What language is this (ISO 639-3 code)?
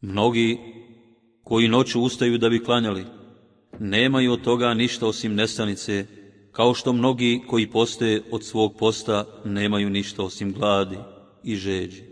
bos